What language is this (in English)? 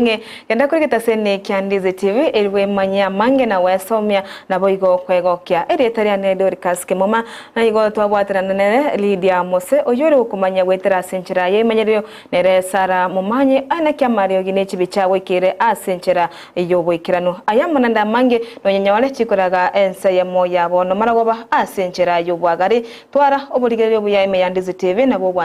Gusii